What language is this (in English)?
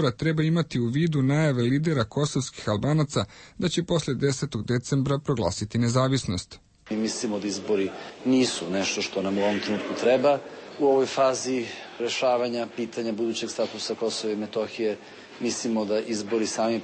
Serbian